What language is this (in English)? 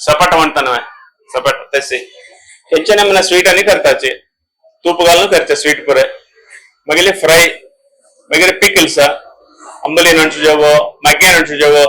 Konkani